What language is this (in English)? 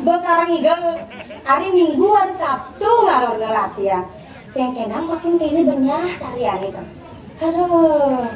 Balinese